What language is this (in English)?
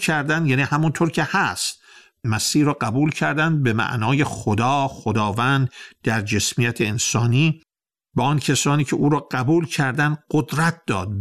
Persian